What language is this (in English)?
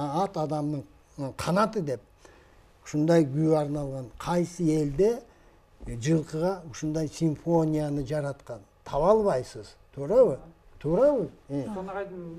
Kyrgyz